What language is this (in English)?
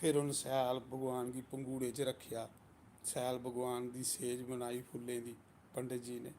Dogri